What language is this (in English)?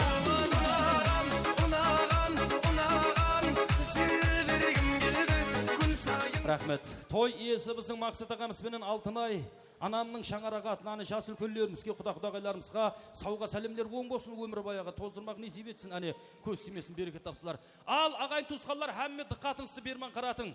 Kara-Kalpak